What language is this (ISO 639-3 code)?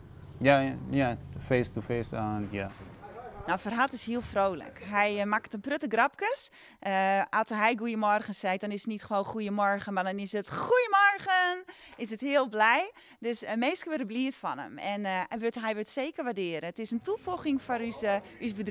fry